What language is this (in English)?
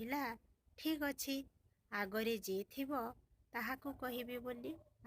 Odia